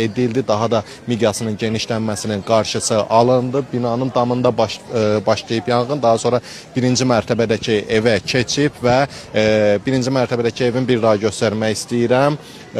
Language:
Azerbaijani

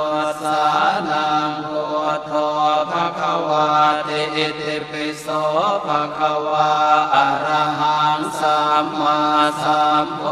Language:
Pali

